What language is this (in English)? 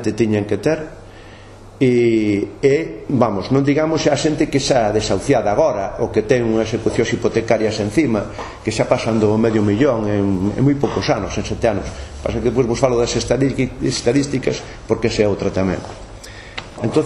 Galician